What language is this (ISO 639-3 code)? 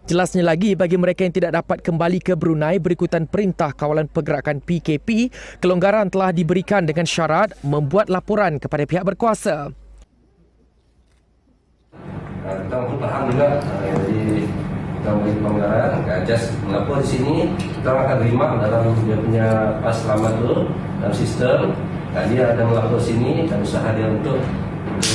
msa